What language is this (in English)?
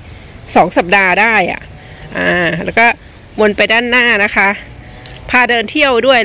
Thai